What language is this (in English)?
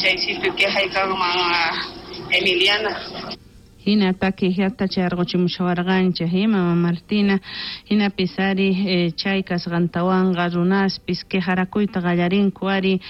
South Bolivian Quechua